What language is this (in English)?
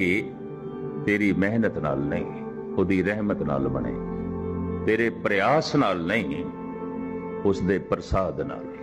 Punjabi